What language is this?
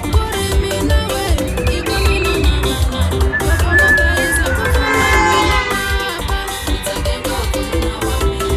Tsonga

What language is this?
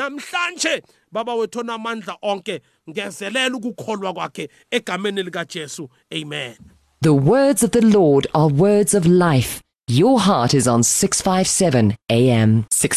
South Ndebele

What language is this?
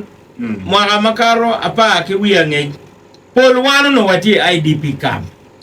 Acoli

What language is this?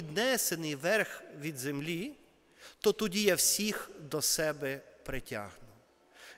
Ukrainian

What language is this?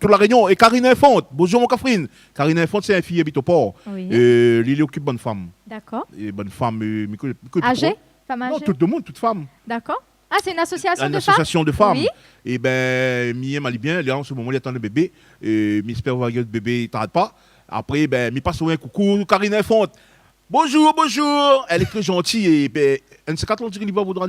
Réunion Creole French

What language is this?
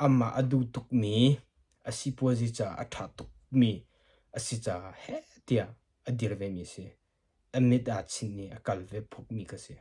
Hakha Chin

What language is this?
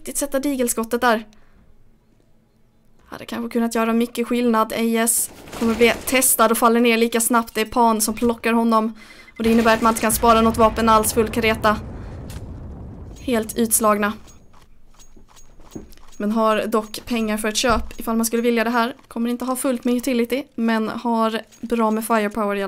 Swedish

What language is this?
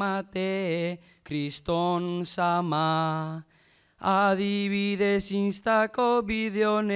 Basque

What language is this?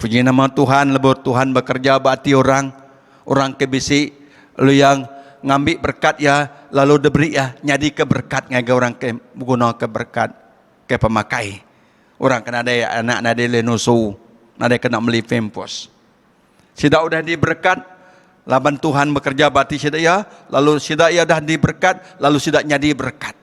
Iban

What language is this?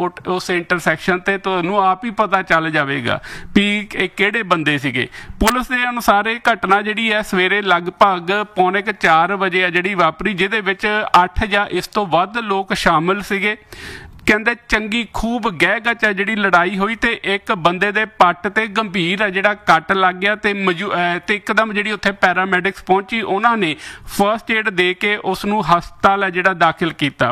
Punjabi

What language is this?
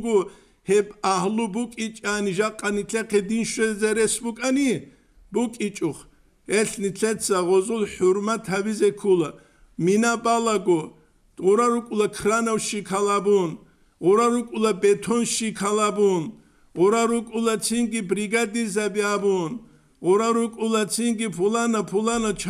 Avaric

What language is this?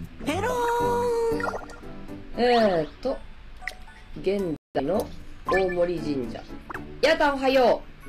Japanese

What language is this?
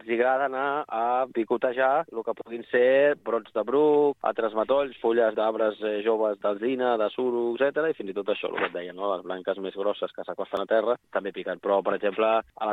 Catalan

